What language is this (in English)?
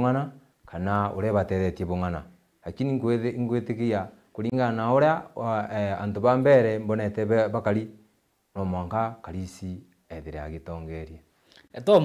Meru